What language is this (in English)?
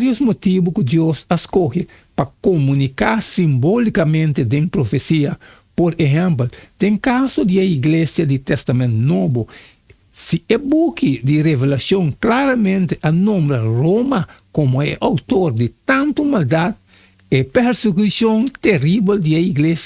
Papiamento